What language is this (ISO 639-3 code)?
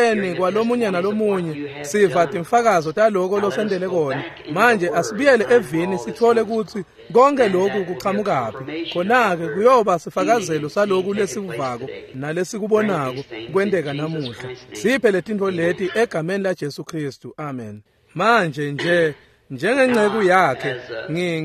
ssw